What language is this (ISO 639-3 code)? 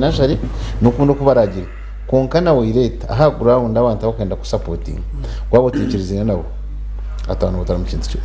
nyn